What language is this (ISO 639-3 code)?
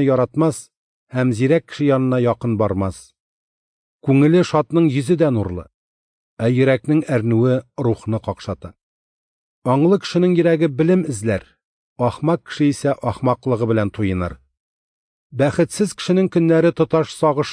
tat